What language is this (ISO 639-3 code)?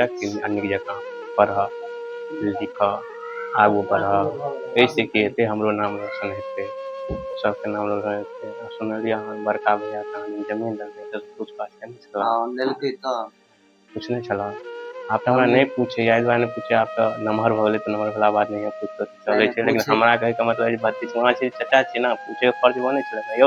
mai